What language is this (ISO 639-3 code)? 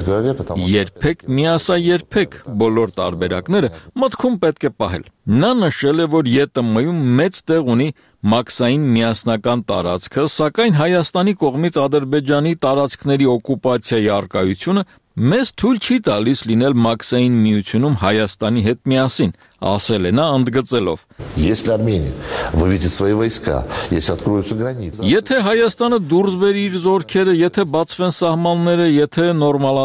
hye